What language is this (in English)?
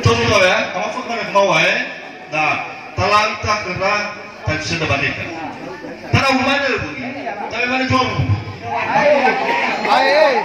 Nias